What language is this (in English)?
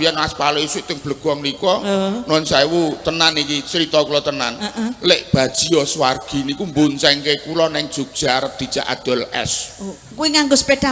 Javanese